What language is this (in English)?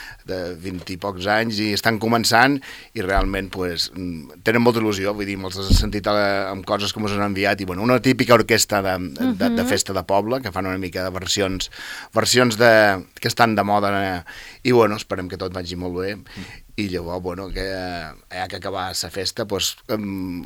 Catalan